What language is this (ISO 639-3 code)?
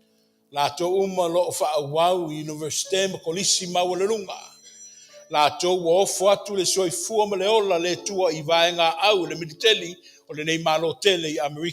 smo